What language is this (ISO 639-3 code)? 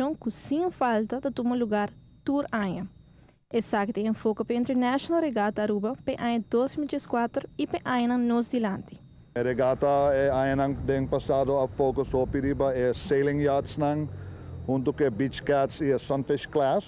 pap